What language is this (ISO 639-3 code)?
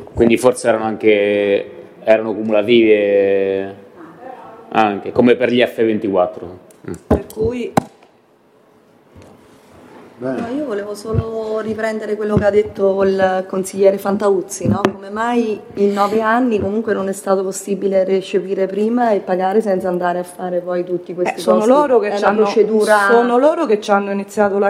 ita